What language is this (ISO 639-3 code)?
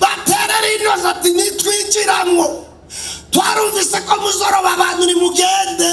run